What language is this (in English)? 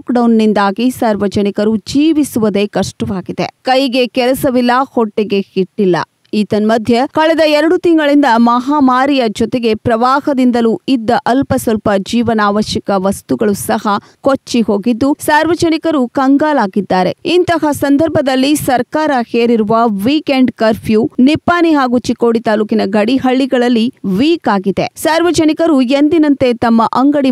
Kannada